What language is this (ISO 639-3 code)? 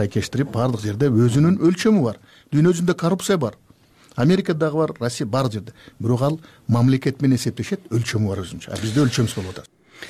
kir